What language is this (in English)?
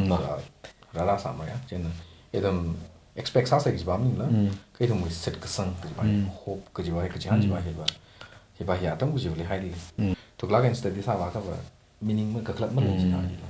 Tangkhul Naga (India)